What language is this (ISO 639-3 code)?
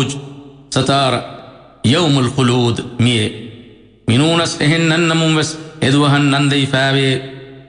div